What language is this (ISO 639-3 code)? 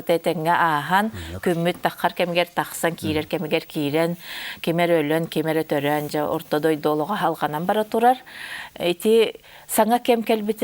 sah